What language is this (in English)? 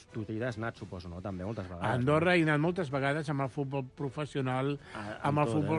Catalan